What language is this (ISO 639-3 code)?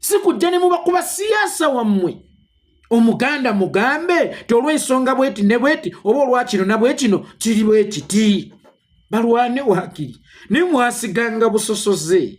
lug